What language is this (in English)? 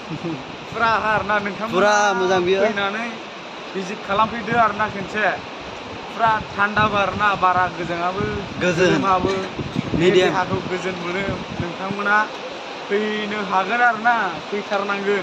Bodo